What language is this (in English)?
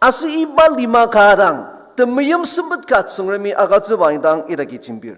Ao Naga